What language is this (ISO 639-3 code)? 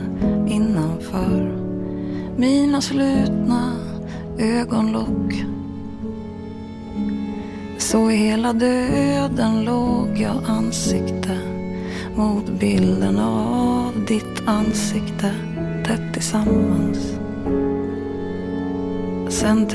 swe